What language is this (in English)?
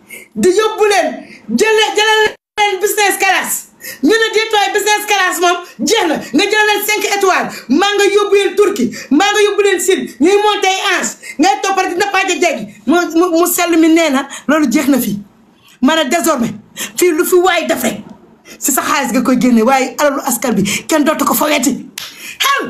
Wolof